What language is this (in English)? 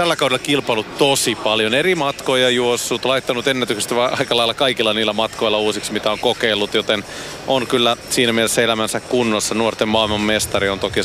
Finnish